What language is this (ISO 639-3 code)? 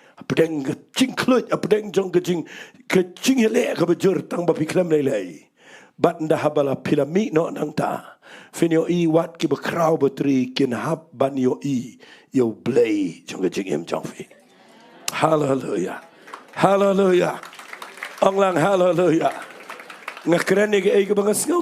kha